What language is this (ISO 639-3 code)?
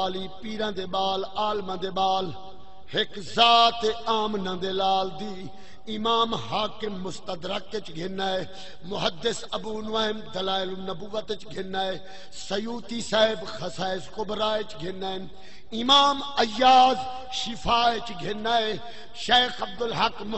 skr